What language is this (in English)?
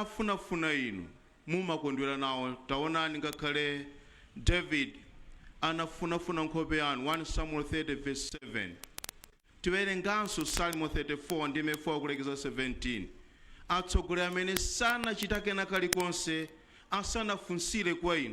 Nyanja